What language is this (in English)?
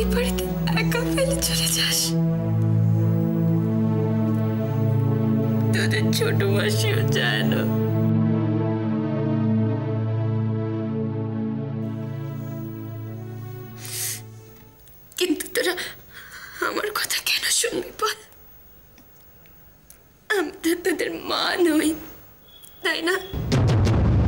Bangla